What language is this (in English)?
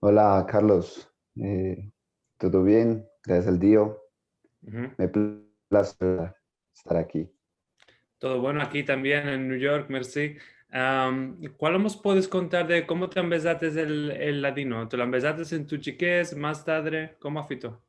Ladino